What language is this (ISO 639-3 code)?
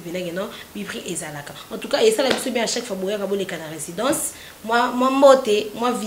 lin